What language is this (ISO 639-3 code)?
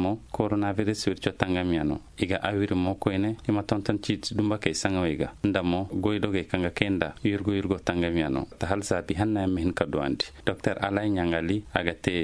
dje